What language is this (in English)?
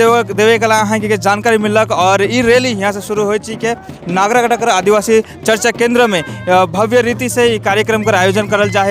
Sadri